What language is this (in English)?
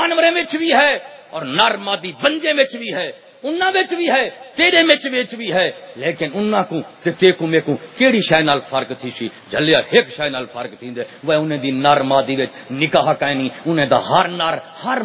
Saraiki